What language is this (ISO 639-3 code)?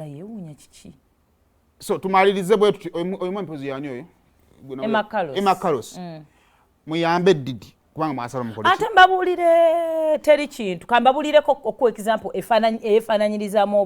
lug